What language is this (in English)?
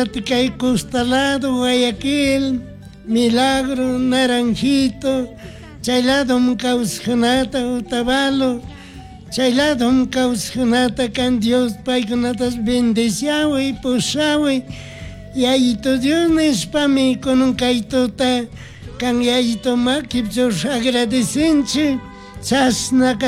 Chimborazo Highland Quichua